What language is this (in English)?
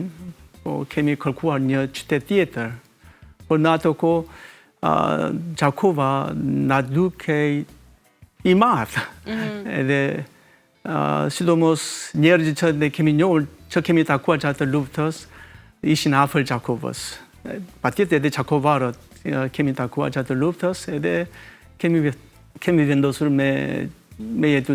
Albanian